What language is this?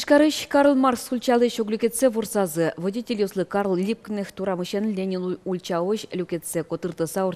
Udmurt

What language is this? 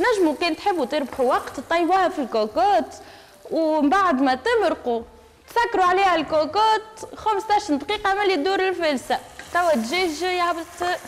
Tunisian Arabic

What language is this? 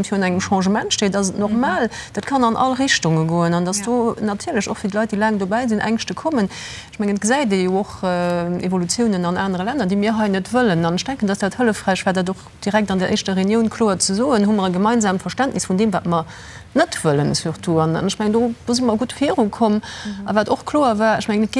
Luxembourgish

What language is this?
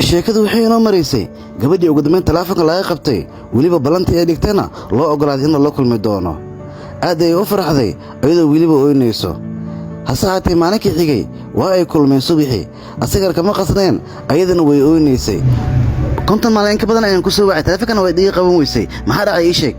Somali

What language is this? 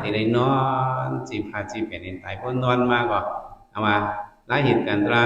Shan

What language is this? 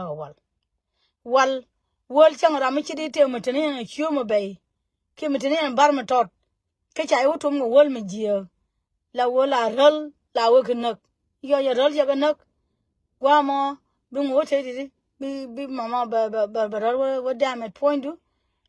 Nuer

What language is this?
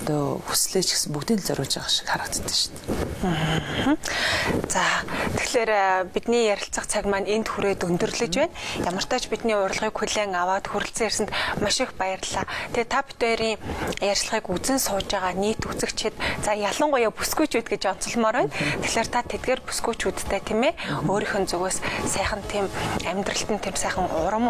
Mongolian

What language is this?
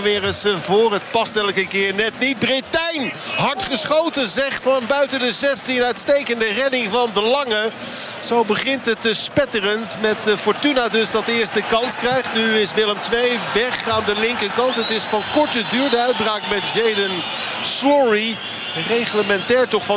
Dutch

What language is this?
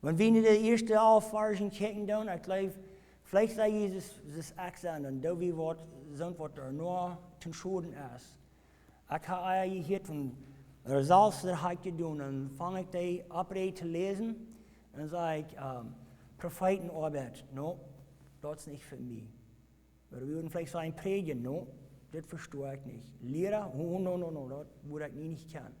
Plautdietsch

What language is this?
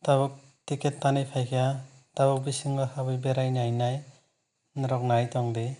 Kok Borok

